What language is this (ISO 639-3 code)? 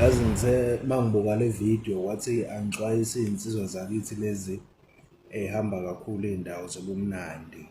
zul